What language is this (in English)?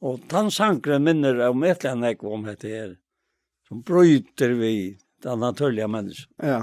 Faroese